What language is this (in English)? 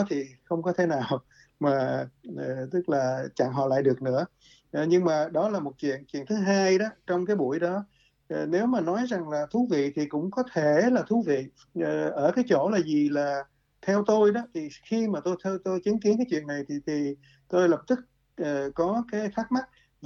Vietnamese